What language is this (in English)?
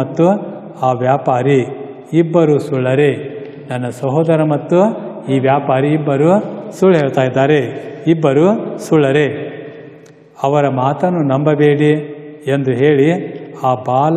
Kannada